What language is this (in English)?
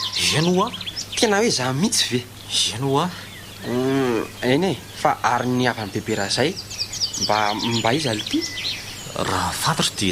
Malagasy